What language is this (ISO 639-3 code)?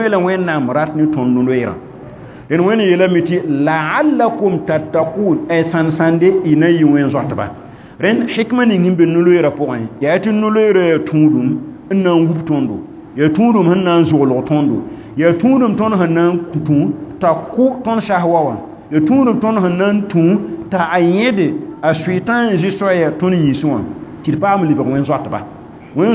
mos